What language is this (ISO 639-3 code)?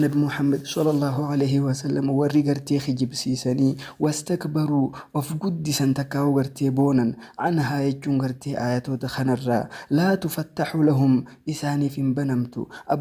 orm